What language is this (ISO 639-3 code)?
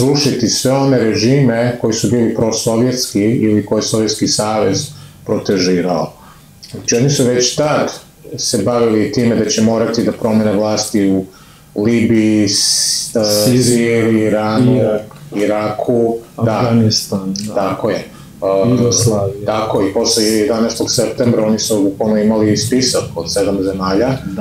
srp